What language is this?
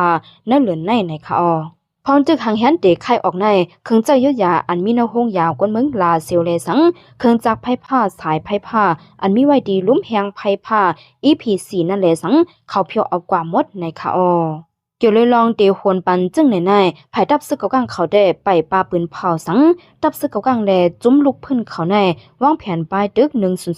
Shan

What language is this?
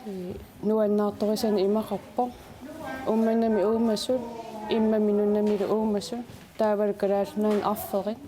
Kalaallisut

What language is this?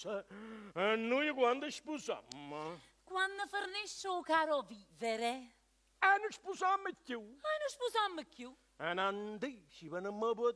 Neapolitan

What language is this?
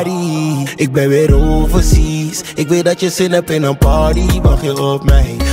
Dutch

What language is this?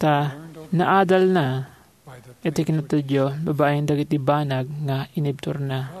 Iloko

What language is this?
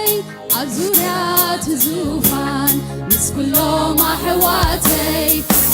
Tigrinya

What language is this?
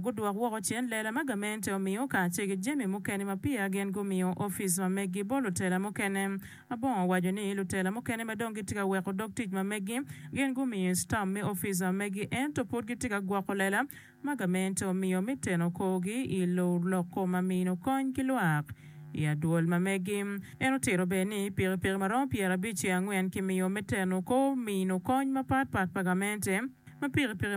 Acoli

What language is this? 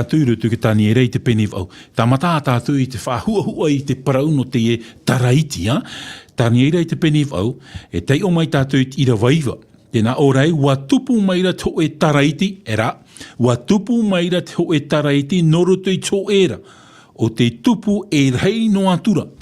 Tahitian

